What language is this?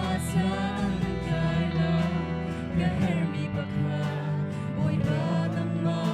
Hakha Chin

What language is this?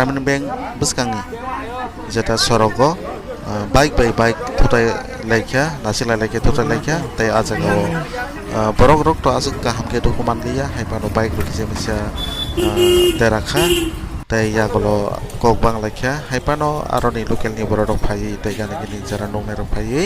Kok Borok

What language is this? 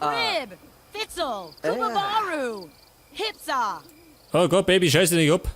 Bavarian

